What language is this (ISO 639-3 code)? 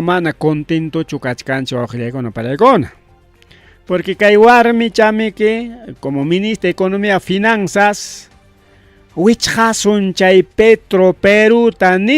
quy